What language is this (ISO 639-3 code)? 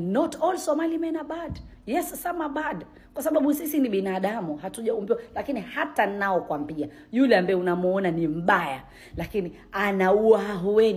swa